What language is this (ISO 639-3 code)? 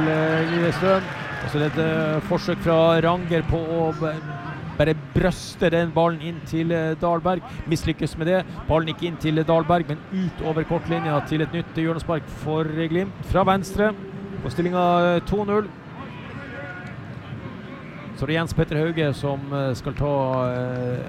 nor